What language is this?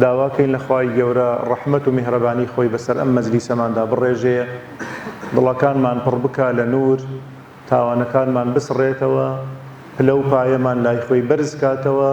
Central Kurdish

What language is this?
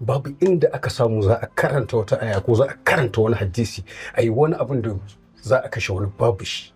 Hausa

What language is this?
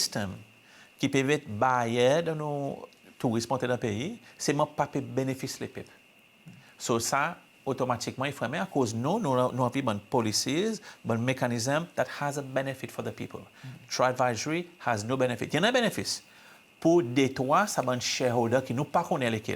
Seselwa Creole French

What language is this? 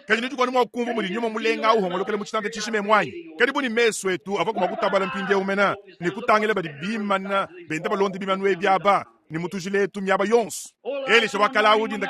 Luba-Lulua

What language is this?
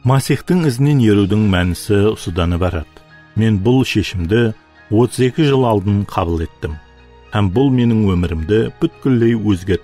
Kara-Kalpak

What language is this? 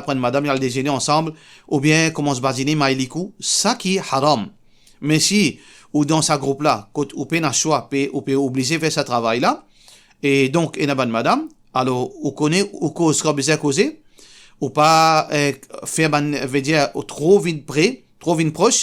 Morisyen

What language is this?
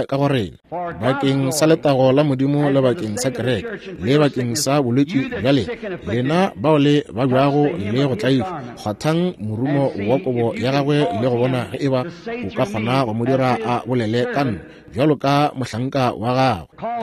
Northern Sotho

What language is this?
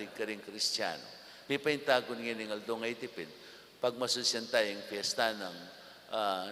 Pampanga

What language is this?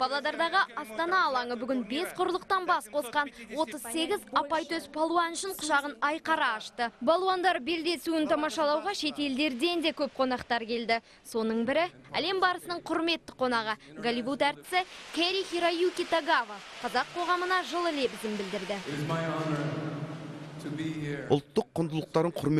Kazakh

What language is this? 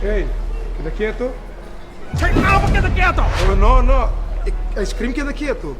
Papiamento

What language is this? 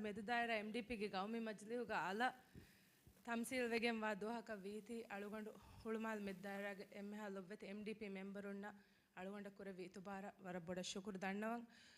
Divehi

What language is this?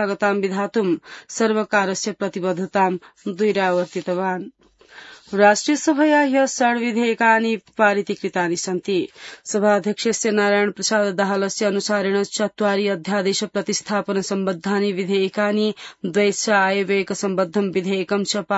Sanskrit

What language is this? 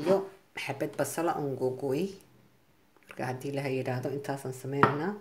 Somali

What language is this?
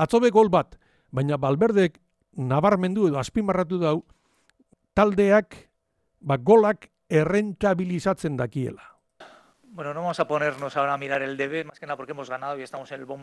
Basque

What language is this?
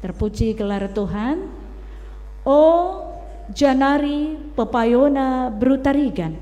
Batak Karo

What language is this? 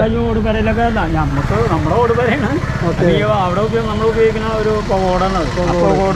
Malayalam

